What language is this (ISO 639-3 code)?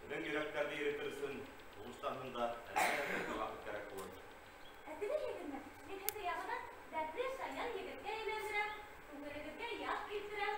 bak